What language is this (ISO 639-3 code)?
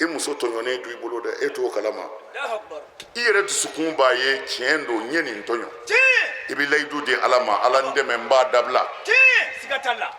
bam